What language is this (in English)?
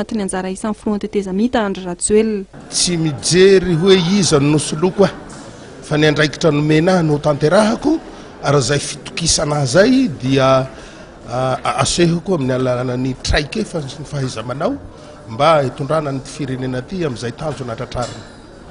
Malagasy